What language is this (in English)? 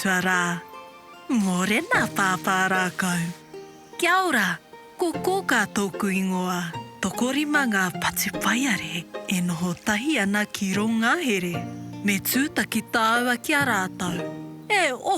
Māori